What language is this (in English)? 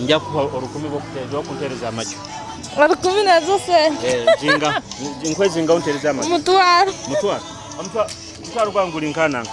Nyoro